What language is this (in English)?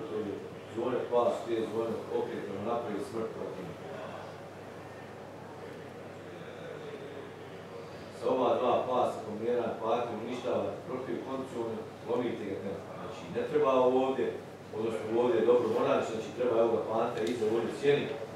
Croatian